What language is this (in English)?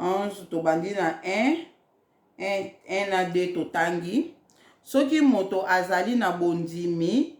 Lingala